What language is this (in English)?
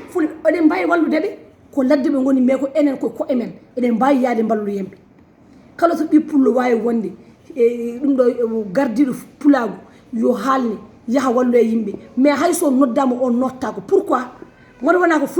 Fula